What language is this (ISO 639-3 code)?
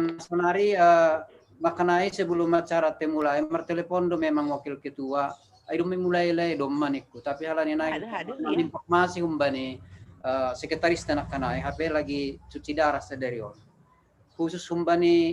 bts